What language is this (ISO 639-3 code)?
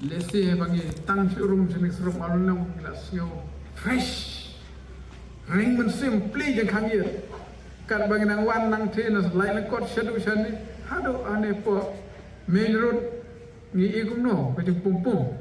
kha